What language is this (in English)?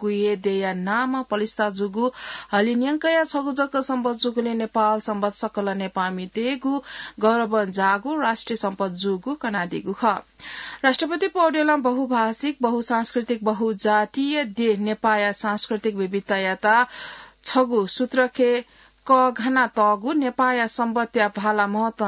Newari